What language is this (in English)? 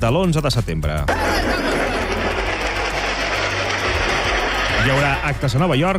Catalan